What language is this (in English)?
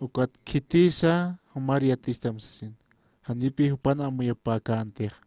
Aymara